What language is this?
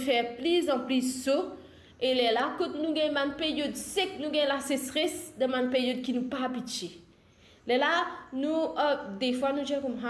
Morisyen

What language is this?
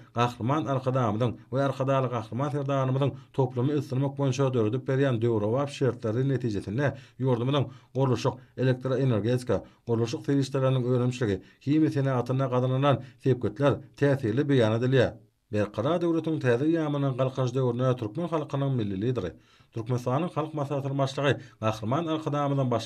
Turkmen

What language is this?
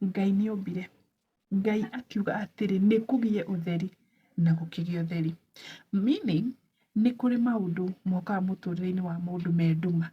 Kikuyu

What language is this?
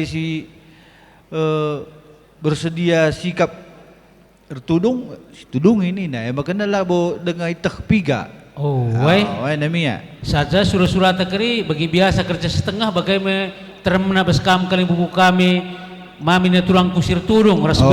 Batak Karo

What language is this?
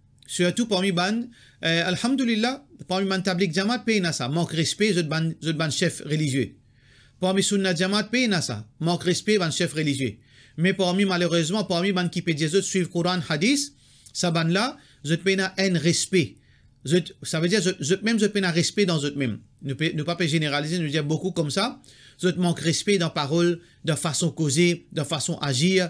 Morisyen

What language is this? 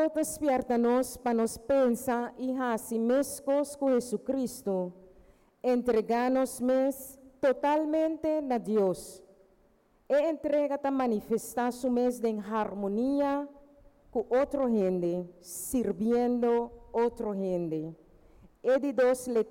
Papiamento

